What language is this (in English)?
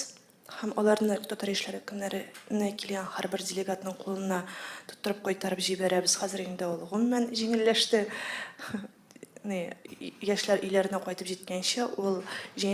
Tatar